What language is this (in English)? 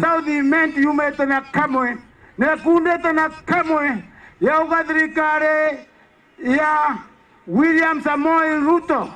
Meru